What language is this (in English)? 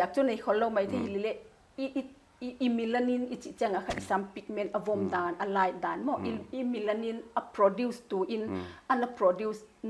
Paite Chin